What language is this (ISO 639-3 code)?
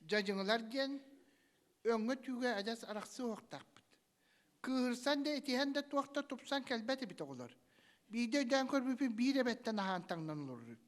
sah